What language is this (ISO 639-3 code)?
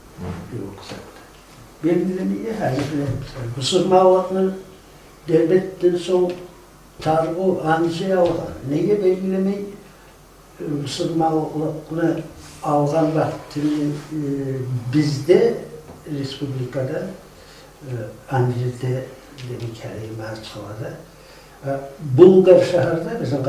kum